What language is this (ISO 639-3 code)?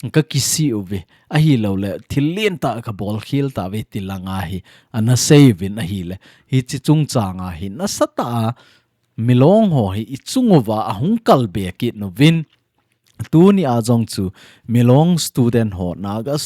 tcz